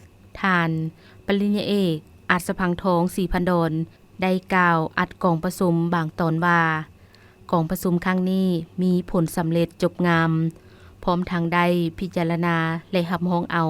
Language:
Lao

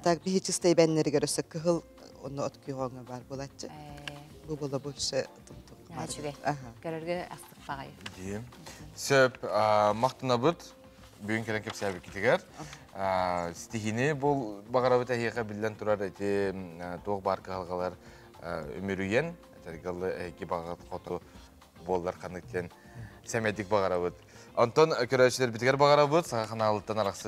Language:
Yakut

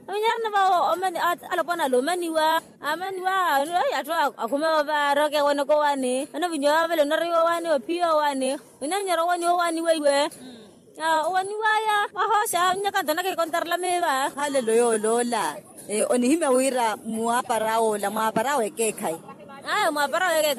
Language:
Makhuwa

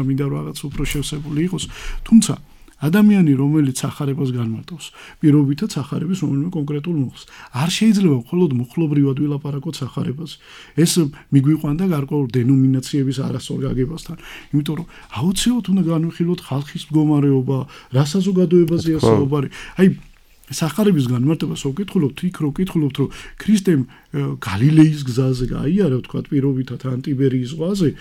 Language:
Georgian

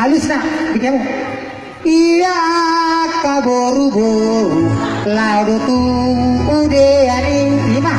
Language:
Batak Toba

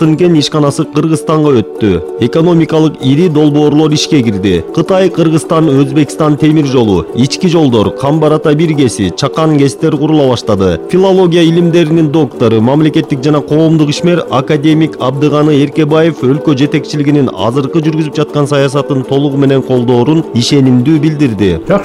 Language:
Kyrgyz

